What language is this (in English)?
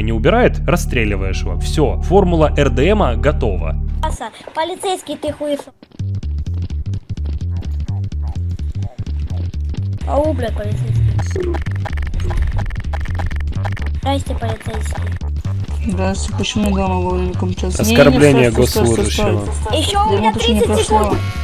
Russian